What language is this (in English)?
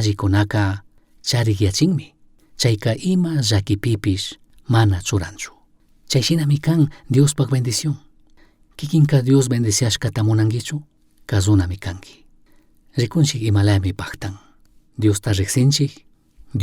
Chimborazo Highland Quichua